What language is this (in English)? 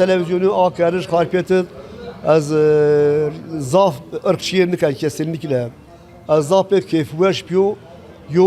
Zaza